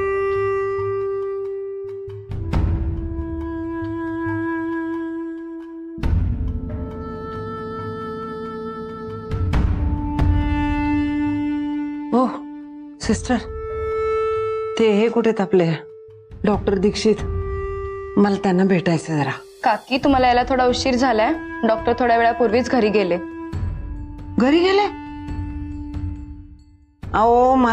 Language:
Marathi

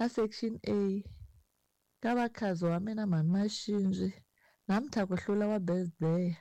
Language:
Tsonga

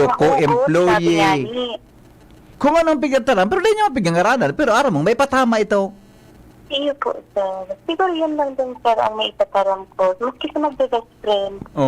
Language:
Bikol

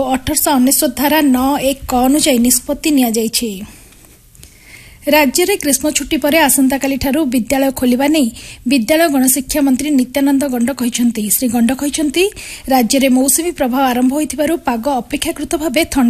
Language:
Odia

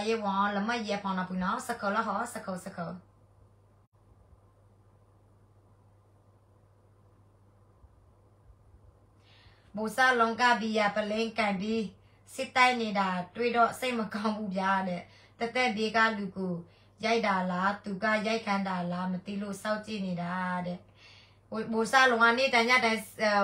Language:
Burmese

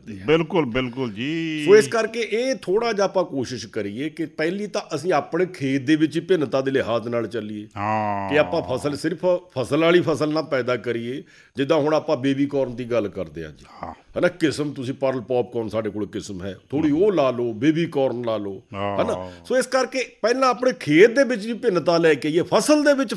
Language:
Punjabi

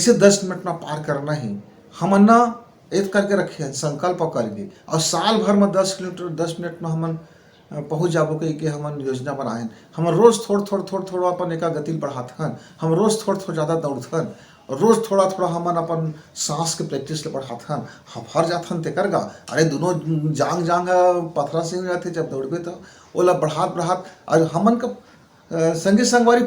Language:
Chhattisgarhi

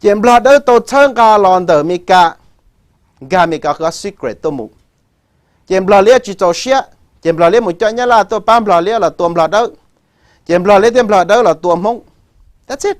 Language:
Hmong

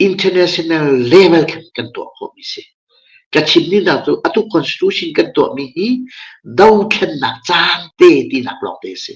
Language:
Hakha Chin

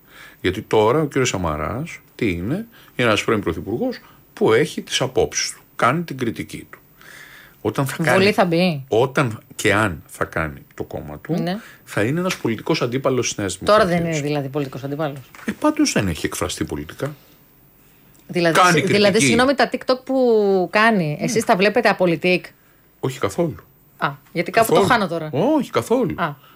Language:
Greek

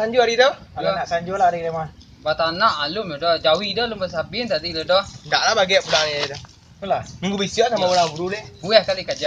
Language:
Minangkabau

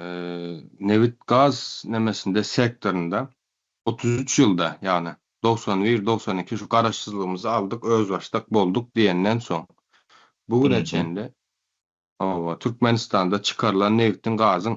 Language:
Turkmen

